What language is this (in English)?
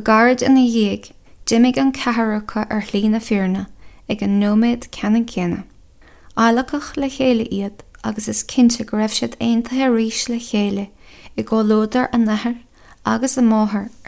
Irish